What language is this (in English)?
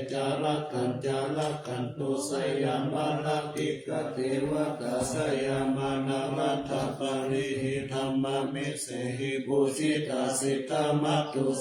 Pali